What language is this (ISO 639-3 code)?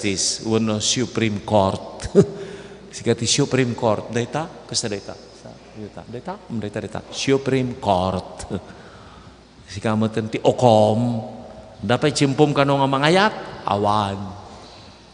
ilo